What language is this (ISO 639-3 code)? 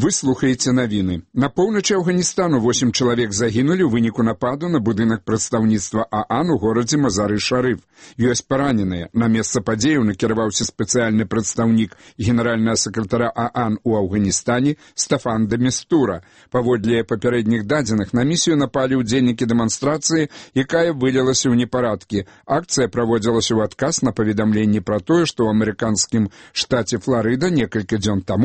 bel